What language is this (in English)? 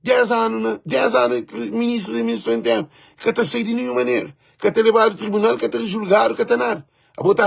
Kabuverdianu